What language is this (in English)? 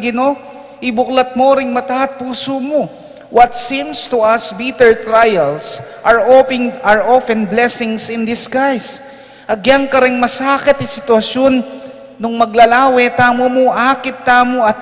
Pampanga